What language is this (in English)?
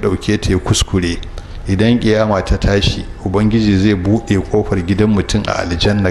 Hausa